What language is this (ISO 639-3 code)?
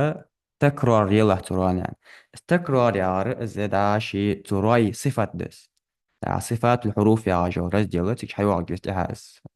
inh